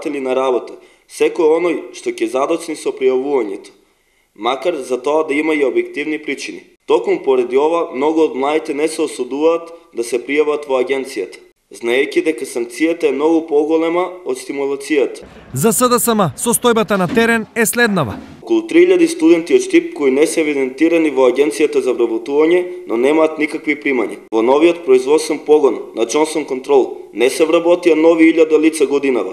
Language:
Macedonian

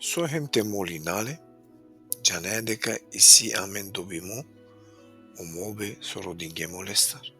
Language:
Balkan Romani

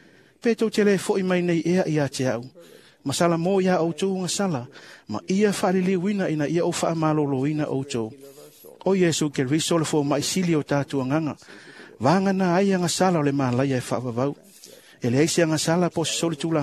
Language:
Samoan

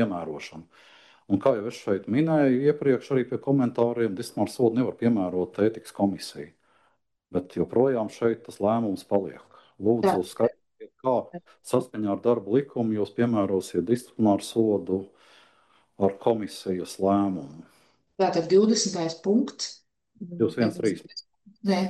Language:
Latvian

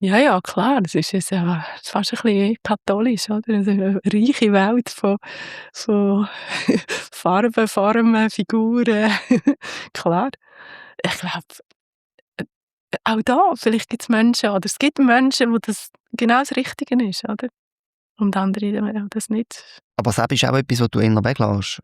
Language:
Swiss German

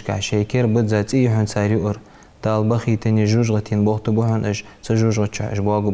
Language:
Ingush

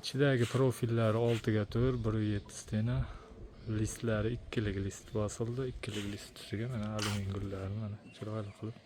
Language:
Uzbek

